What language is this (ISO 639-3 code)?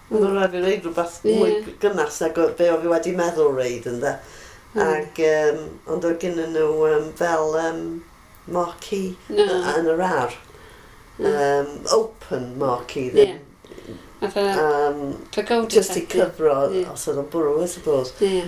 cym